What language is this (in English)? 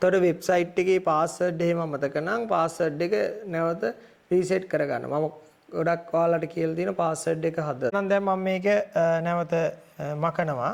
Sinhala